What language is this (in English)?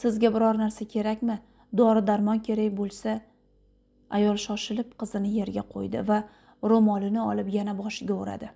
Uzbek